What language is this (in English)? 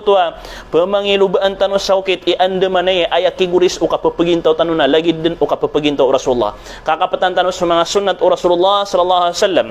Maranao